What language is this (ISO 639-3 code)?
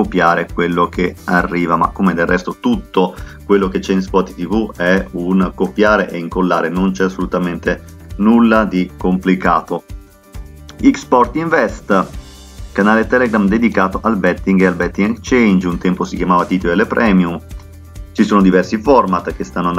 ita